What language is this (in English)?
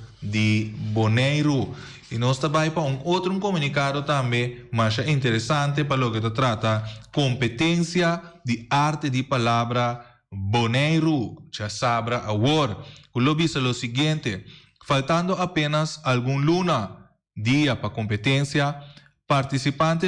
Papiamento